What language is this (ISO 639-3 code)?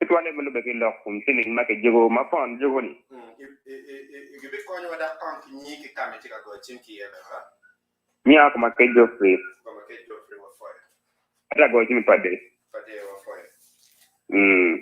ach